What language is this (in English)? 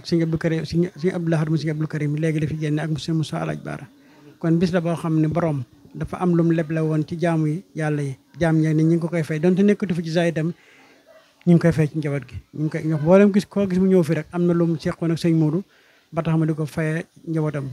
Wolof